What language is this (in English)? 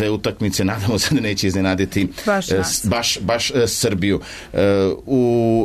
Serbian